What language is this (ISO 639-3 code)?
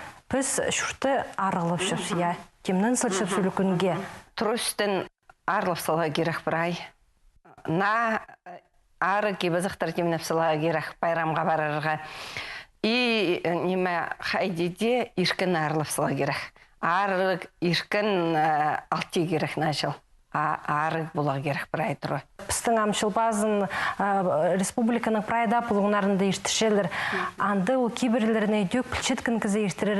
kjh